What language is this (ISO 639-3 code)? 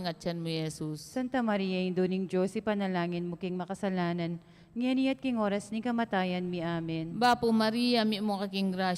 pam